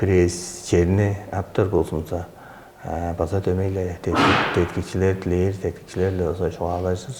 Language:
Tuvinian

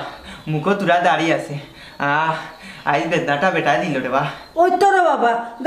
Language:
Sylheti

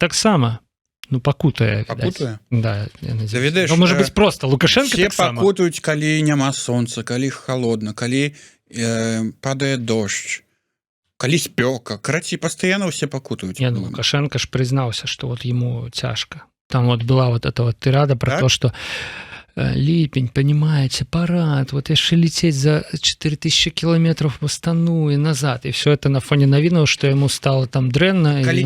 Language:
Belarusian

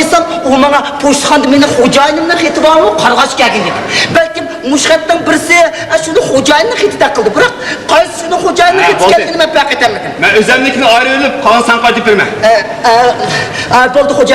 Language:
Uyghur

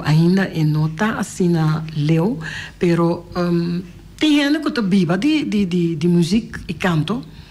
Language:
Papiamento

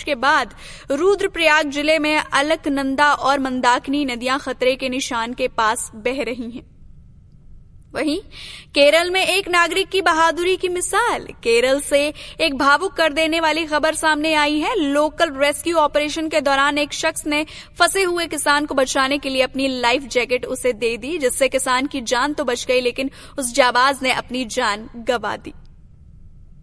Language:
Hindi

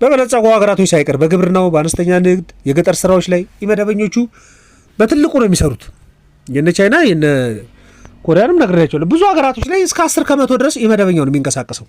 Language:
Amharic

